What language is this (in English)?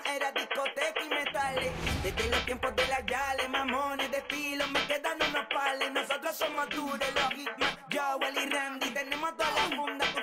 Spanish